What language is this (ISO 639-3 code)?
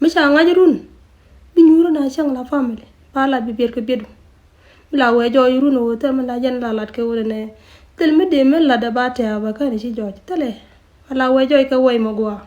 nus